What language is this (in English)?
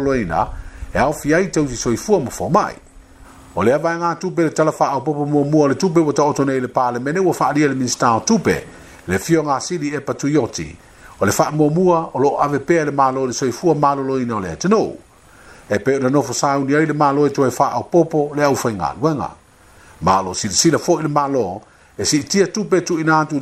Samoan